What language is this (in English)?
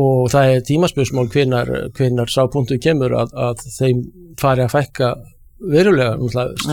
Icelandic